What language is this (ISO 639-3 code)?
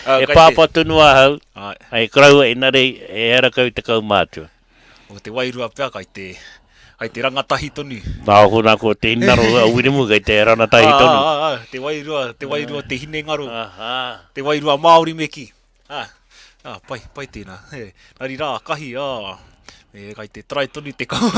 mri